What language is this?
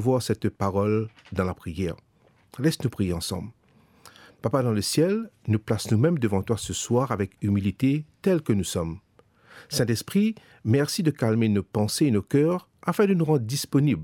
Morisyen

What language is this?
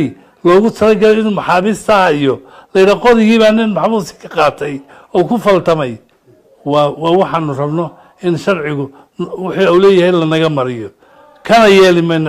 Somali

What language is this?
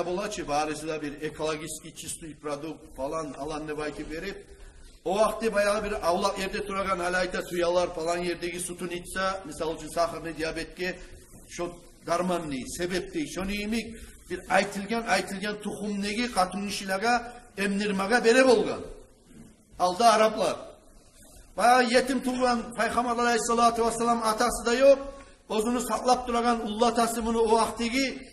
Kumyk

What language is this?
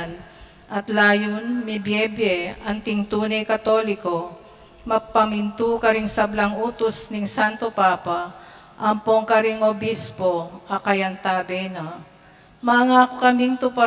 Pampanga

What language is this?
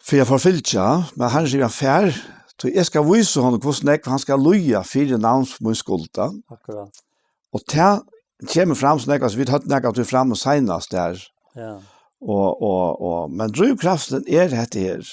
Faroese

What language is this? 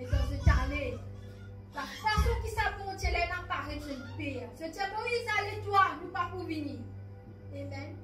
Morisyen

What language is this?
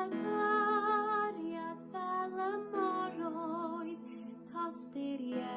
Welsh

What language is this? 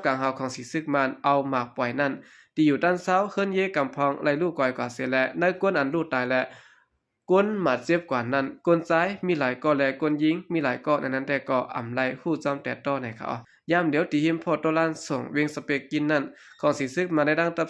Shan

